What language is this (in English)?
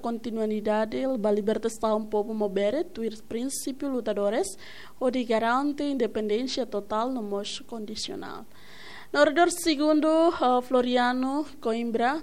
Tetum